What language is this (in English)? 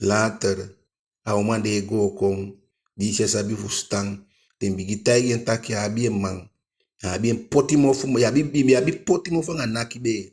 Eastern Maroon Creole